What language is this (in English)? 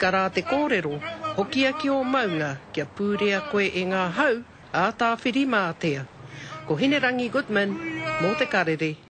Māori